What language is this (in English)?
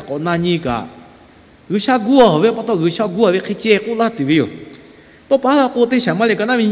Lahu